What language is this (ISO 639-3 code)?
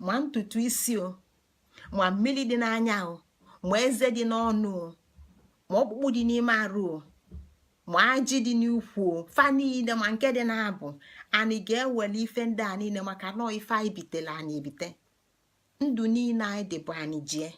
ibo